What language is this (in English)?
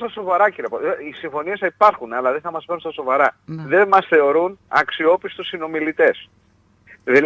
Greek